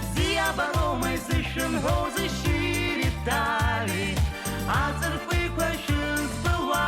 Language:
Abkhazian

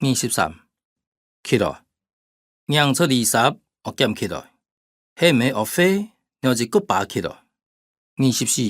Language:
Hakka Chinese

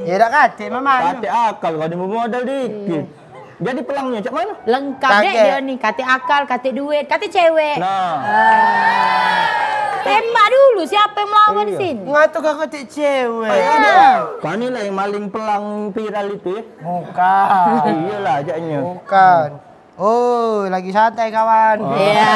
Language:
Musi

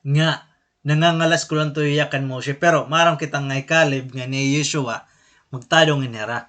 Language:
Waray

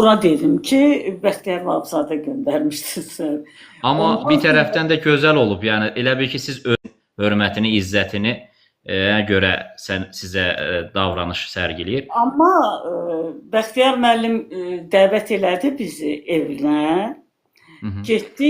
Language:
Azerbaijani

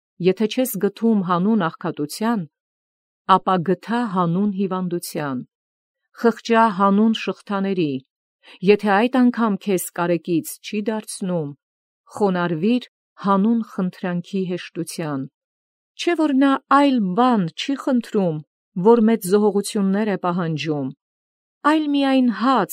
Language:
Armenian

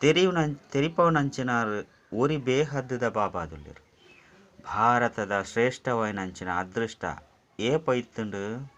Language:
Tulu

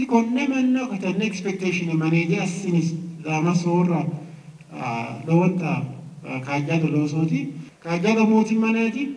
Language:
Sidamo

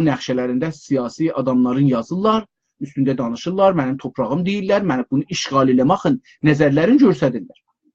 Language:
South Azerbaijani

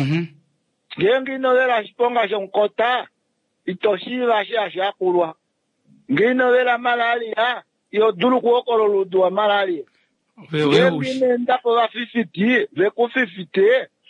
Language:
Kuanyama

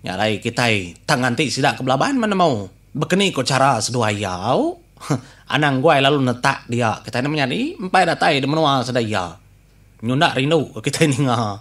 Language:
Iban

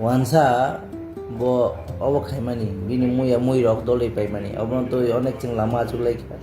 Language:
Kok Borok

